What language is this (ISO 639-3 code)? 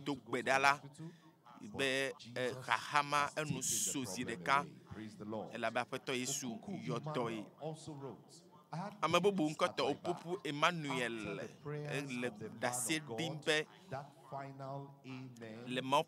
ewe